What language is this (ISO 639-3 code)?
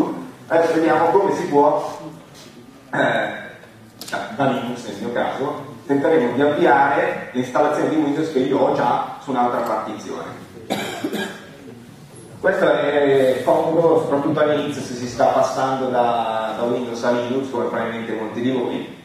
ita